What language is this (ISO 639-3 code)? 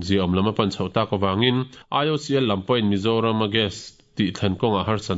lus